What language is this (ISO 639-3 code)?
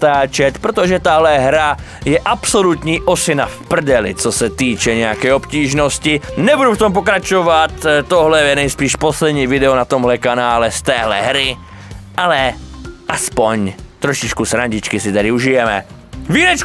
ces